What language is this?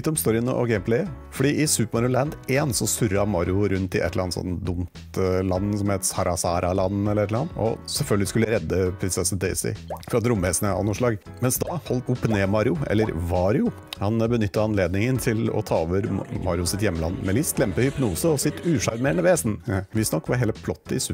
Norwegian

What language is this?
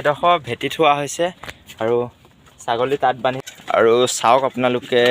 Assamese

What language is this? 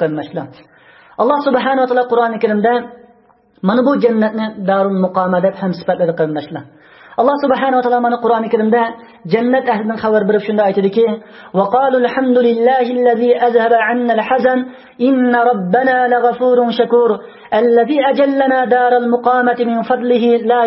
Uyghur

